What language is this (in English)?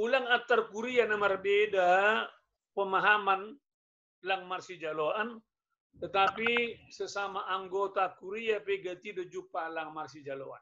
Batak Simalungun